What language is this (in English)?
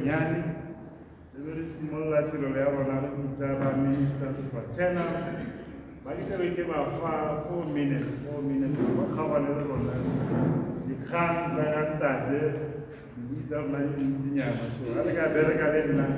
Tswana